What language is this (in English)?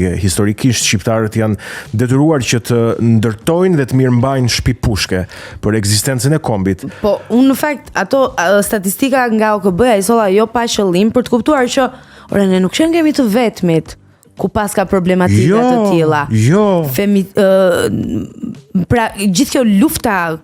Albanian